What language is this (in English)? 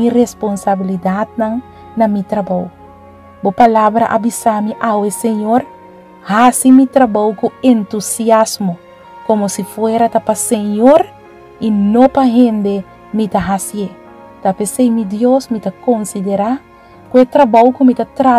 Papiamento